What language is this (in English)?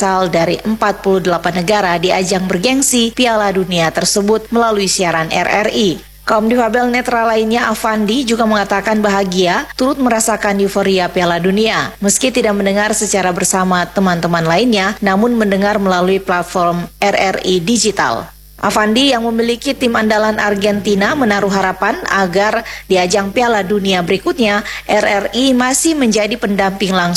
Indonesian